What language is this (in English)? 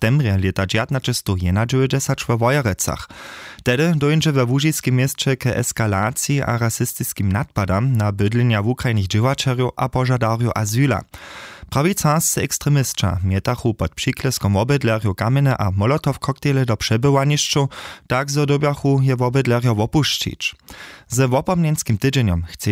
Upper Sorbian